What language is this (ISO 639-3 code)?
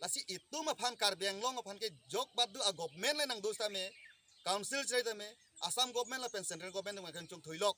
mjw